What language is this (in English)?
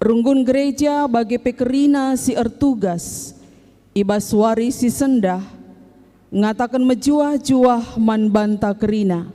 Batak Karo